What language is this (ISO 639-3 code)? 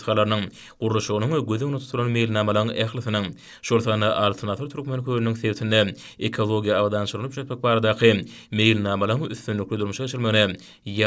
tuk